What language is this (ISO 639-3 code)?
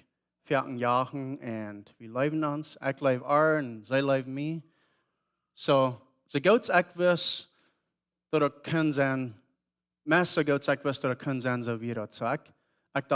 pdt